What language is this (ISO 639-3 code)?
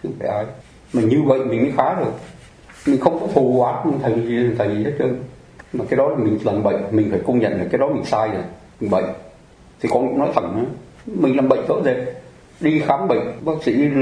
vie